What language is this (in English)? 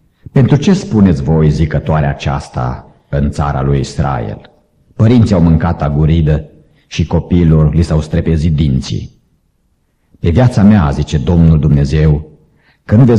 Romanian